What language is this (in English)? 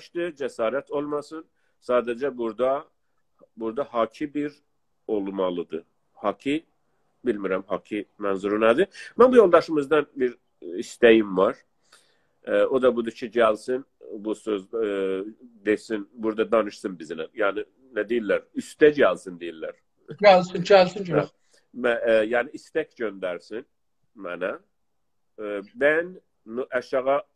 South Azerbaijani